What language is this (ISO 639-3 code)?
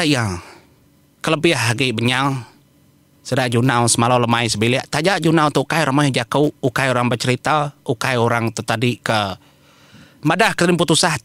iba